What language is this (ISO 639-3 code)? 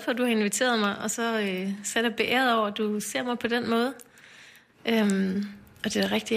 dan